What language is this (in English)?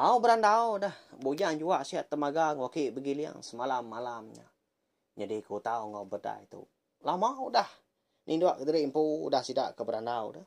Iban